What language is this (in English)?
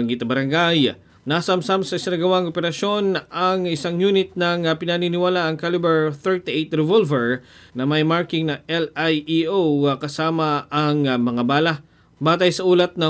Filipino